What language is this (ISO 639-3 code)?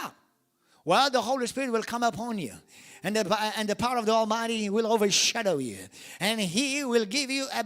eng